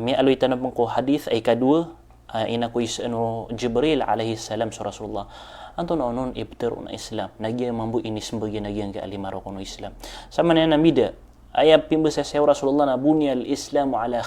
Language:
Maranao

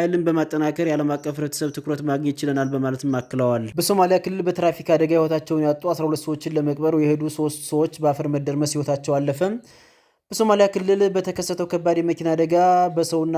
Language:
Amharic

